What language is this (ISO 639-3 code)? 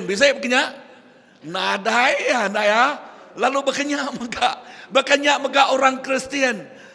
iba